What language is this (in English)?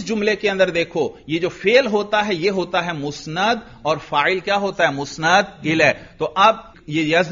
Urdu